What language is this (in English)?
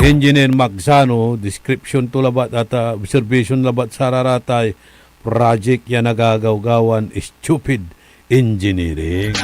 Pangasinan